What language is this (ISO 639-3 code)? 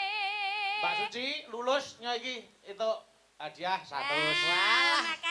jav